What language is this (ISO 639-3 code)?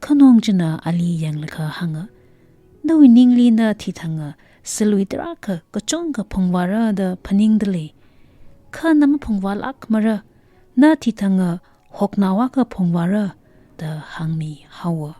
nmf